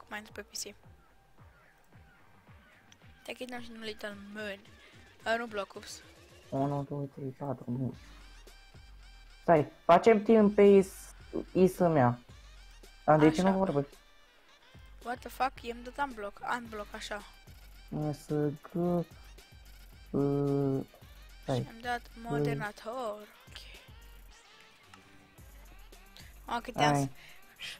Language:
Romanian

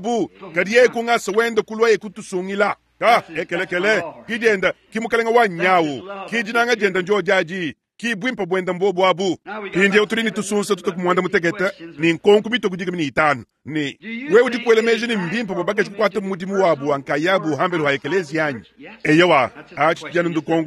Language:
Luba-Lulua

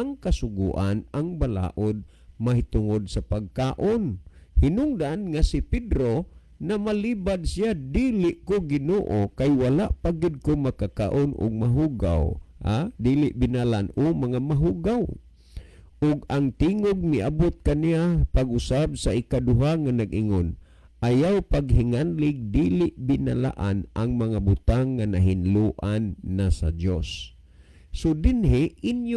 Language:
Cebuano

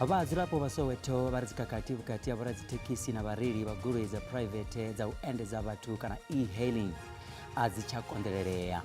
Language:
Venda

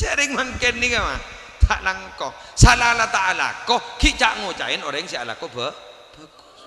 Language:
Madurese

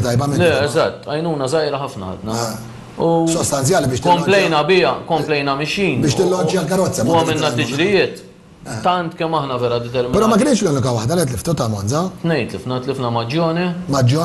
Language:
Maltese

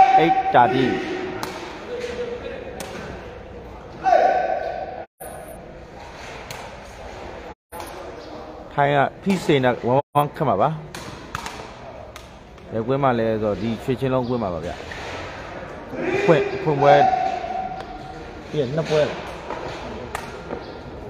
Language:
Burmese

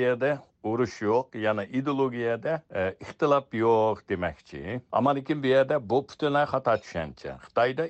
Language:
Uyghur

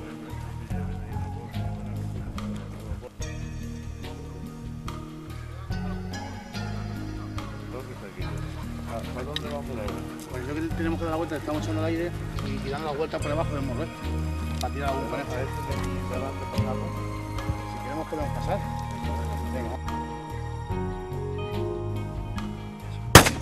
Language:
Spanish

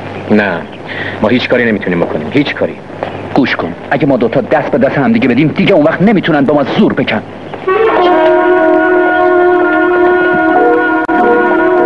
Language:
Persian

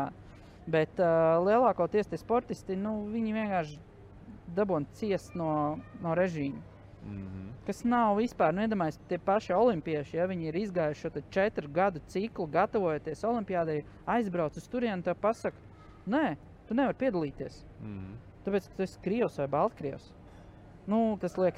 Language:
Latvian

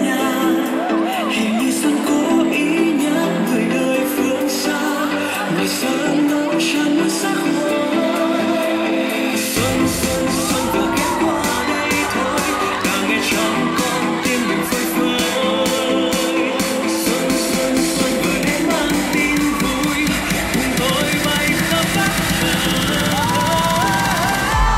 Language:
Vietnamese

